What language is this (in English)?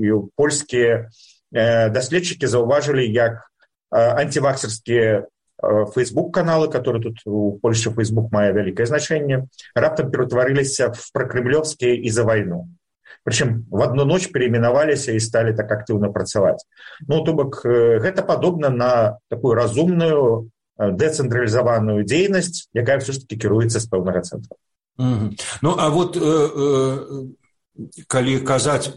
Belarusian